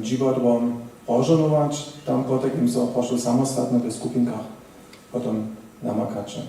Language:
Upper Sorbian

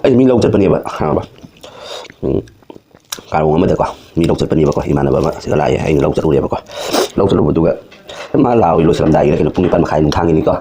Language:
Manipuri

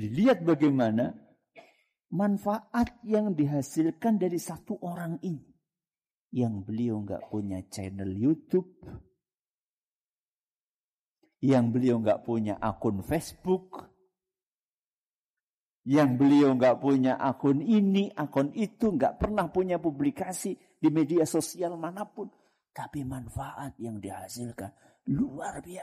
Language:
Indonesian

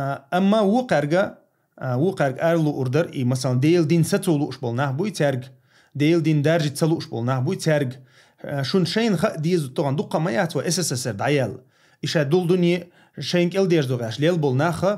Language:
Chechen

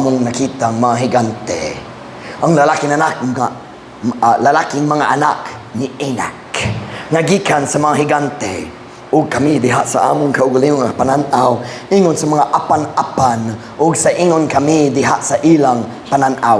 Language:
Cebuano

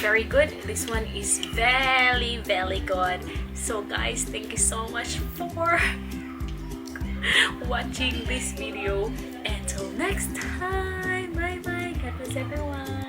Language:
Cebuano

